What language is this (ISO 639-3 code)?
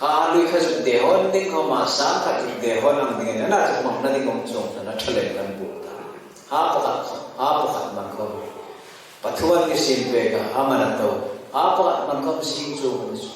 hmr